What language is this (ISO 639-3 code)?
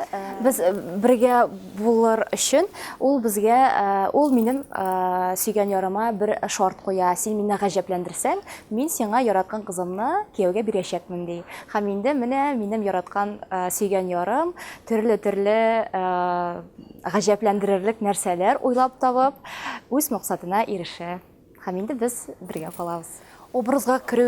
tat